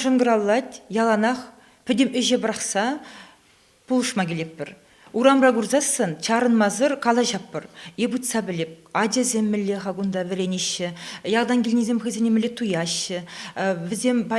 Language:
Chuvash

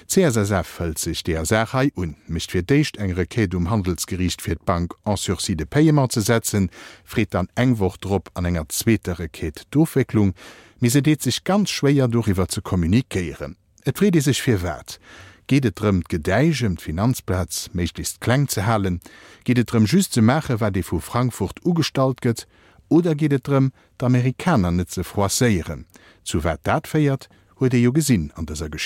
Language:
Luxembourgish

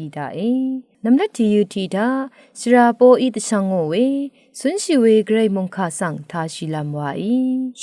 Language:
Rawang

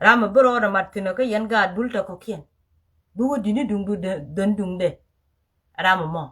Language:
Nuer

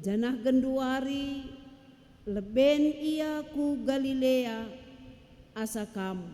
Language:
Batak Karo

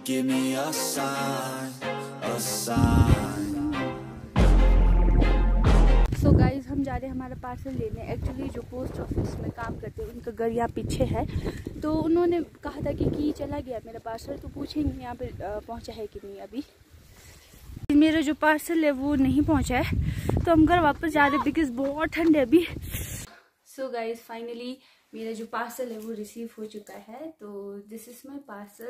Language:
Hindi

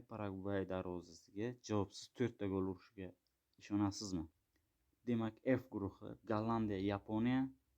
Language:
Uzbek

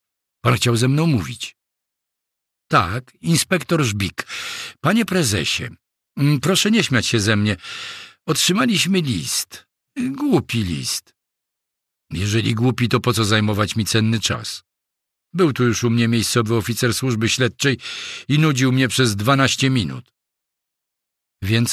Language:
Polish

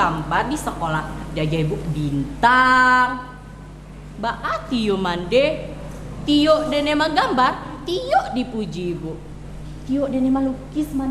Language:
Minangkabau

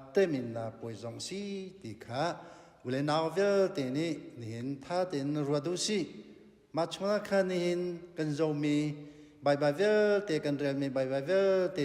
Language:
Hakha Chin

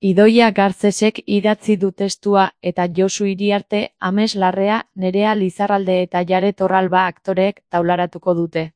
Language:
Basque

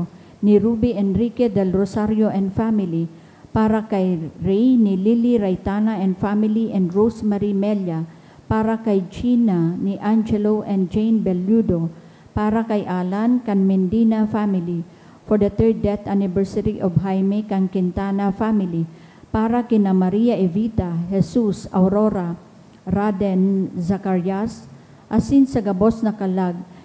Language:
Bikol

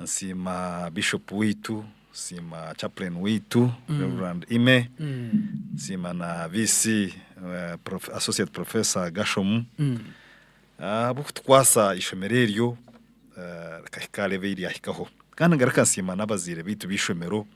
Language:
Nyankole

